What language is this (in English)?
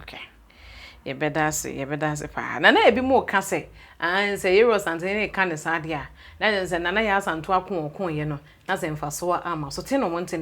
Akan